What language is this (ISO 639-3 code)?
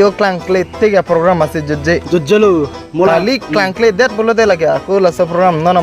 mjw